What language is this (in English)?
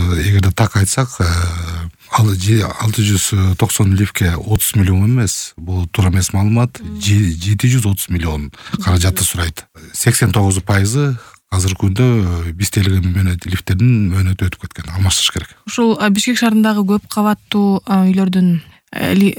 Kyrgyz